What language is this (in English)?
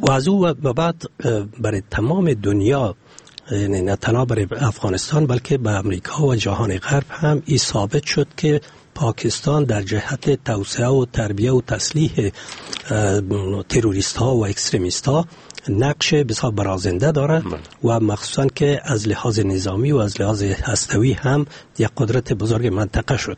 Persian